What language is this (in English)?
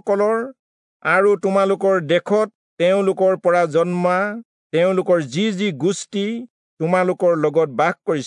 Assamese